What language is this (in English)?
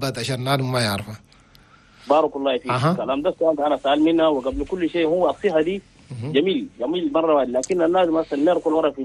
Chadian Arabic